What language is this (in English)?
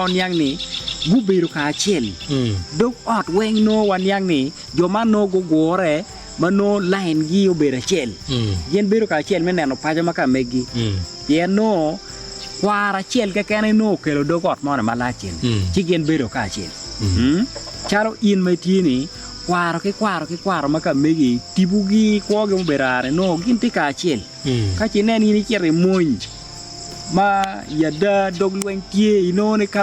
Acoli